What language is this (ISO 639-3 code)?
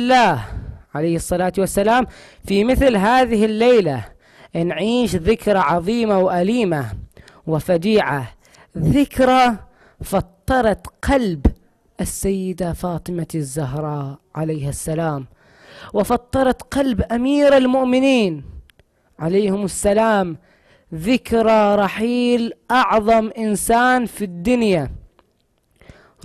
ara